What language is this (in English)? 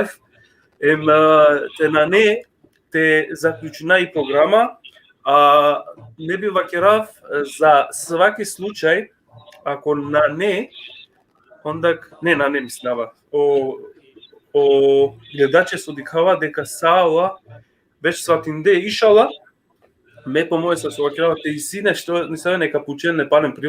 Balkan Romani